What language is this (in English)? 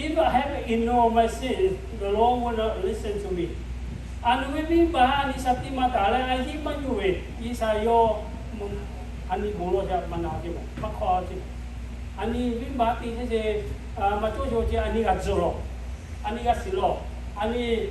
Lahu